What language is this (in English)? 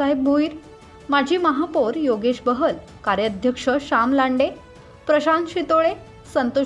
Marathi